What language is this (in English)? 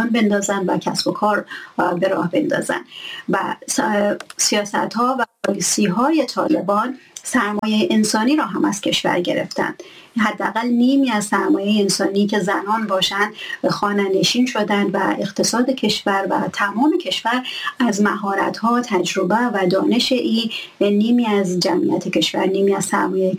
Persian